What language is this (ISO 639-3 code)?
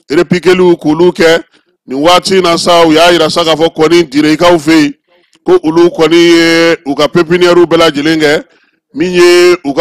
bam